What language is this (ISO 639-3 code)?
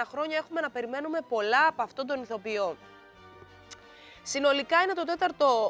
ell